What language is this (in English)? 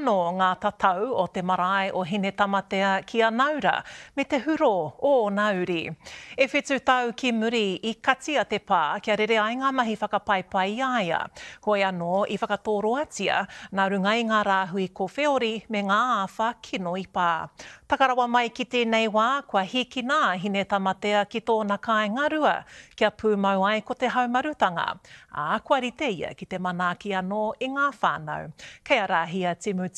Māori